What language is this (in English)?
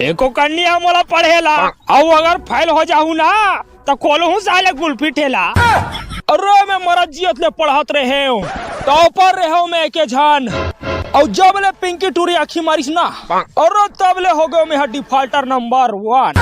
Chhattisgarhi